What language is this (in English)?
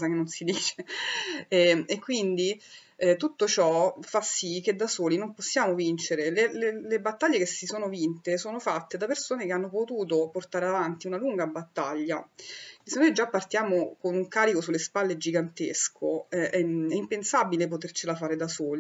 Italian